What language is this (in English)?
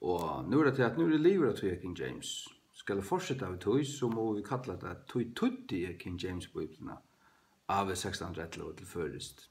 Faroese